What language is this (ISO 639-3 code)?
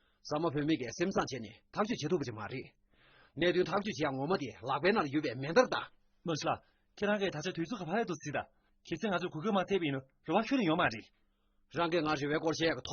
bod